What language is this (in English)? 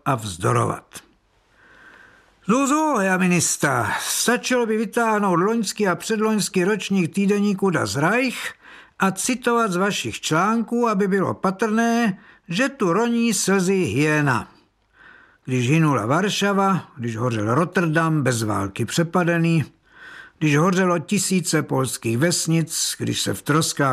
Czech